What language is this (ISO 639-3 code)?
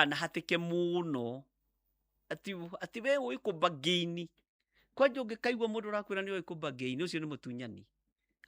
kik